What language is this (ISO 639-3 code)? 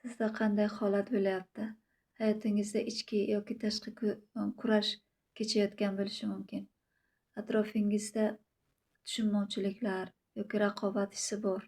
uzb